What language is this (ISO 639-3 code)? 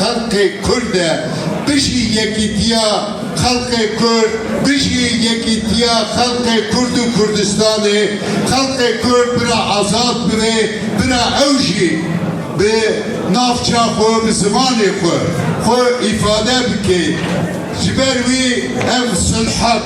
kur